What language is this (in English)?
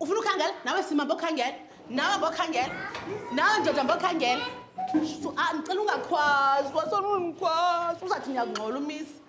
Xhosa